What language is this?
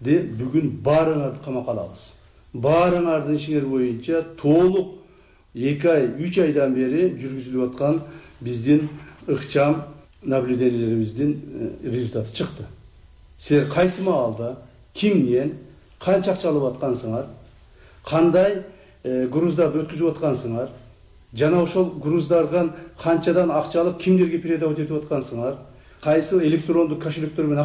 Kyrgyz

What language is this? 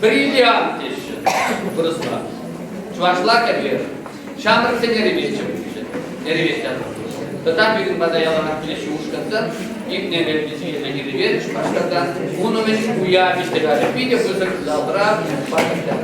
Chuvash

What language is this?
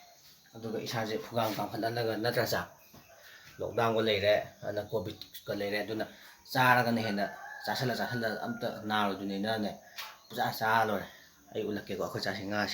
Manipuri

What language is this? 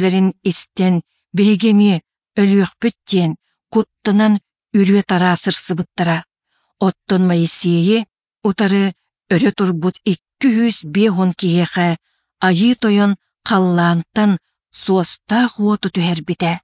Yakut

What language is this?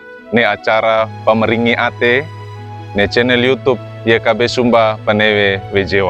Wejewa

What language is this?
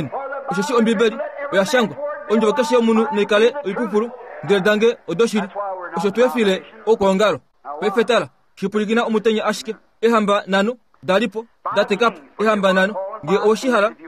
Kuanyama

